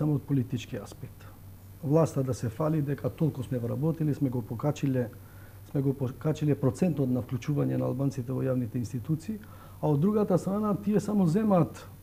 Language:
Macedonian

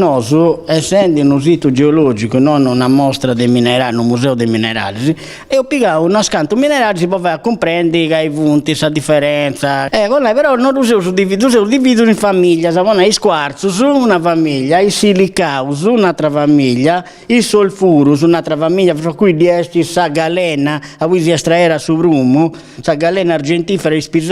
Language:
Sardinian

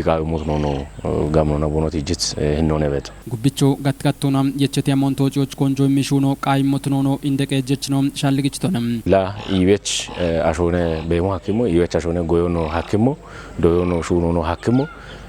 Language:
Kafa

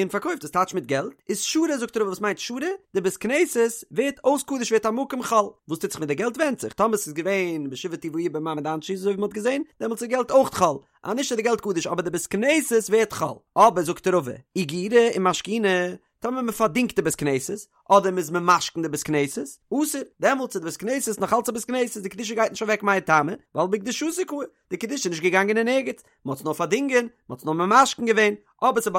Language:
Yiddish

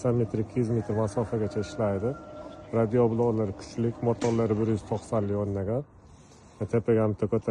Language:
Uzbek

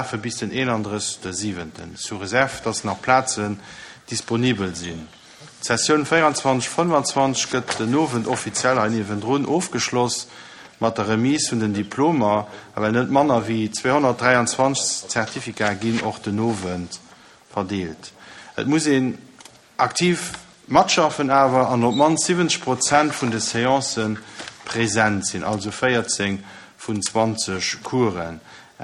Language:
Luxembourgish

